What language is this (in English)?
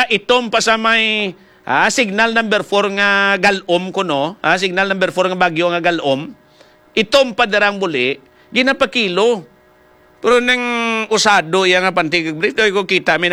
Hiligaynon